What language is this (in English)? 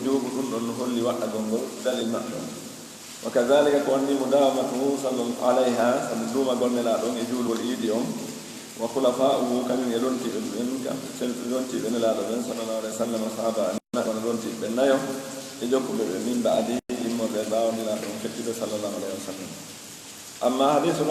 Pular